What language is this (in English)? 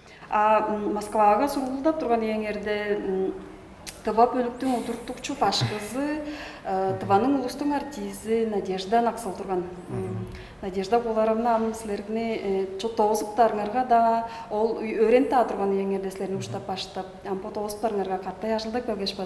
Tuvinian